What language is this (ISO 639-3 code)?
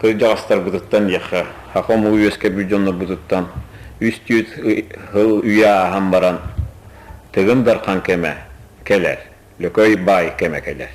sah